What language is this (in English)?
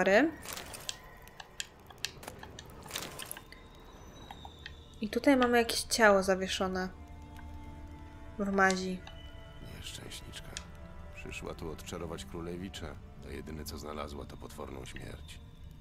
Polish